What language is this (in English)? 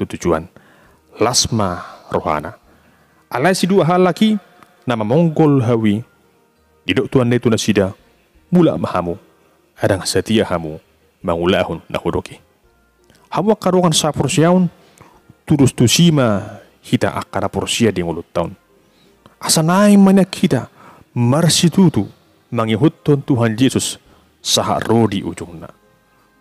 Batak Toba